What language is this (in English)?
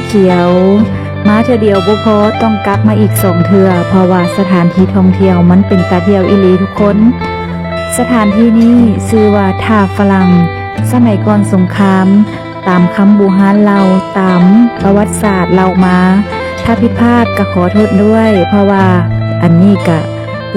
Lao